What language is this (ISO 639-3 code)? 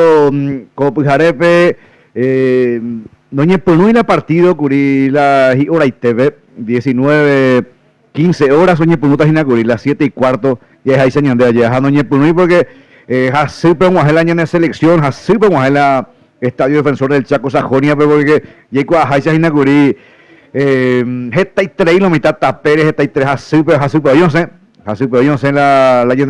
grn